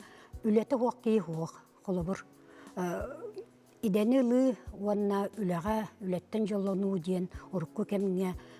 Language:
Yakut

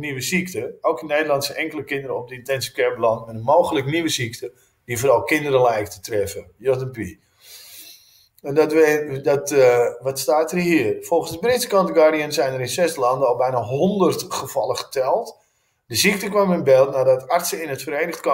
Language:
Dutch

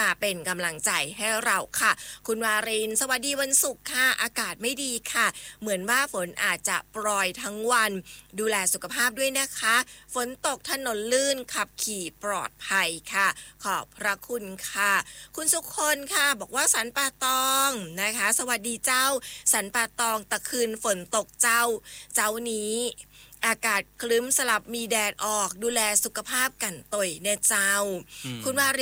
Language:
Thai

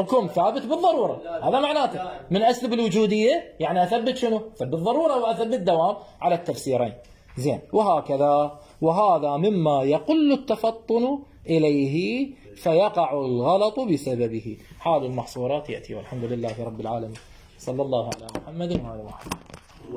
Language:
Mesopotamian Arabic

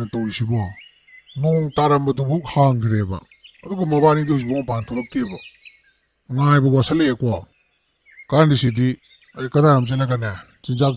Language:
Manipuri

